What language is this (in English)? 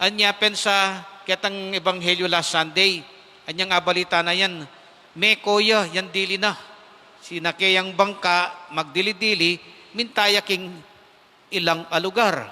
Pampanga